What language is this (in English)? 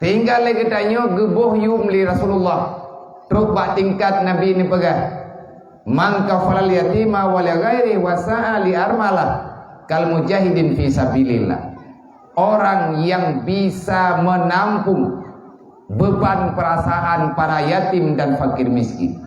Achinese